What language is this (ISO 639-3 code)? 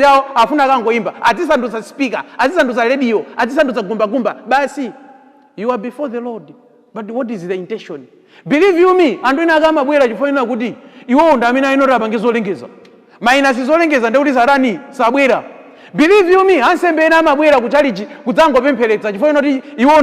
nya